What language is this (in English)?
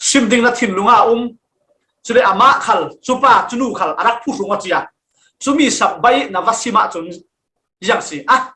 Falam Chin